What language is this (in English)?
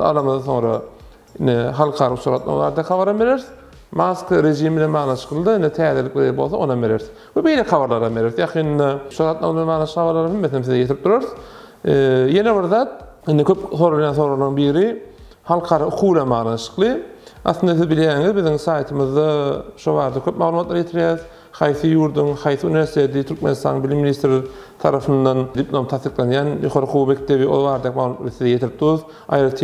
Turkmen